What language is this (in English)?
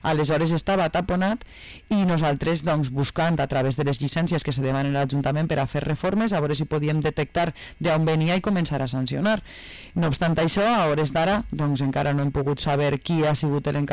Catalan